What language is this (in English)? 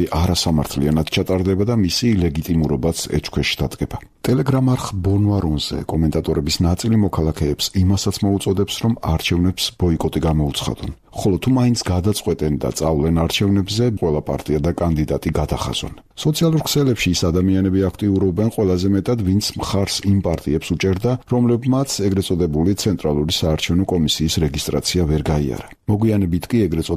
Georgian